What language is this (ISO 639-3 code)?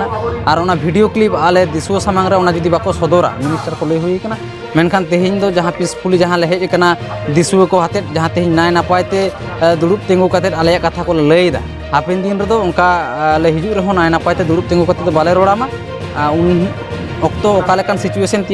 sat